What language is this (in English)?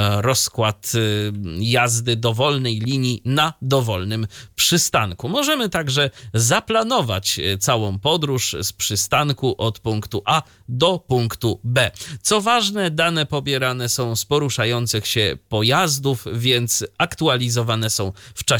Polish